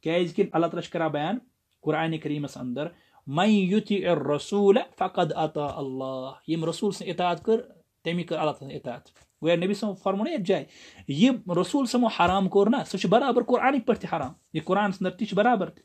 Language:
Kashmiri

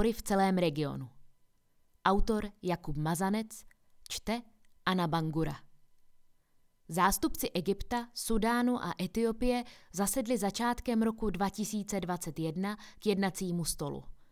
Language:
Czech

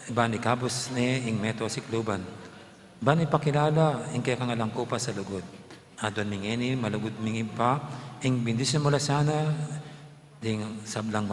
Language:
Pampanga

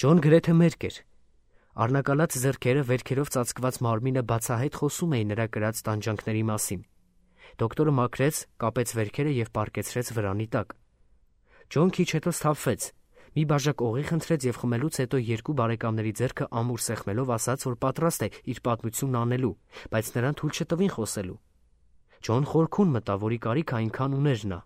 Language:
Armenian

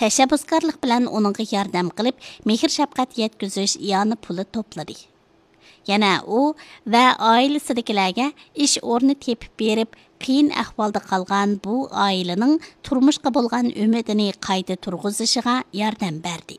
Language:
Uyghur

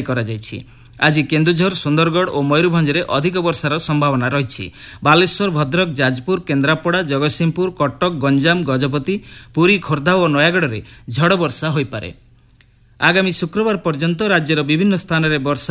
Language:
Odia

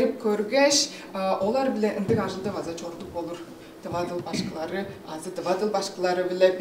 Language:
Tuvinian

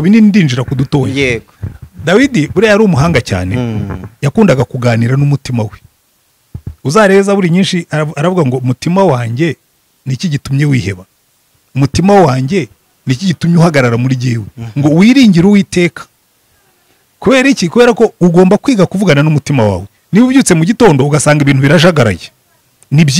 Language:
Kinyarwanda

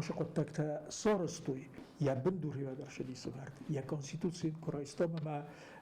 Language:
Ossetic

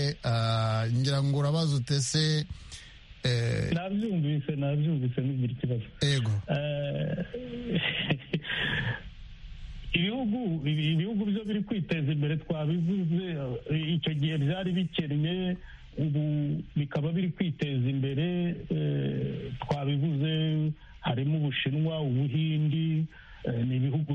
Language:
Kinyarwanda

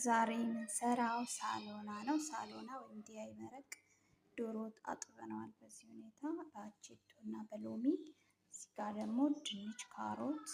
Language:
Amharic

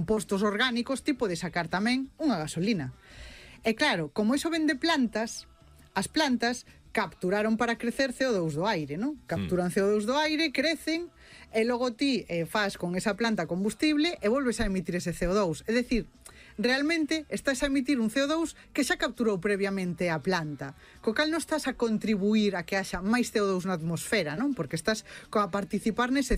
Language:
Galician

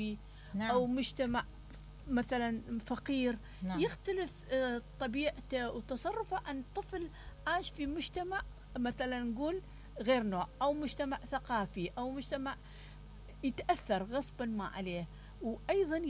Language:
Mesopotamian Arabic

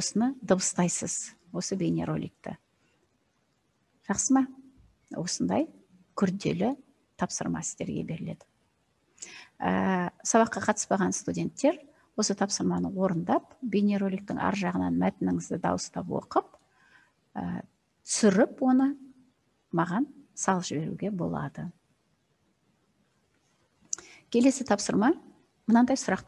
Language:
Kazakh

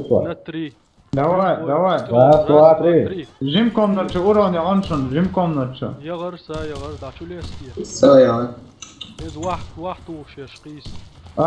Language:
Chechen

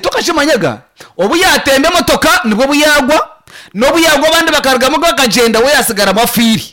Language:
Nyankole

